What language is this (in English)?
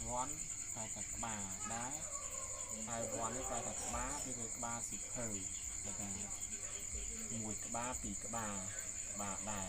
Khmer